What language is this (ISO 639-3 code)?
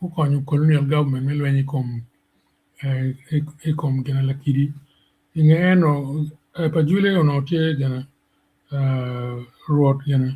ach